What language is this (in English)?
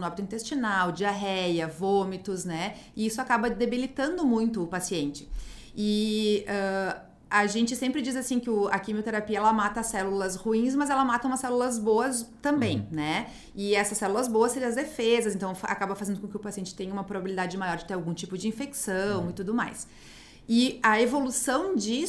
Portuguese